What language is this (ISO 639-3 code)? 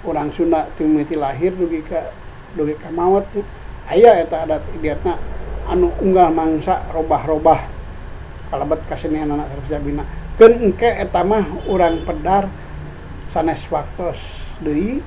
sun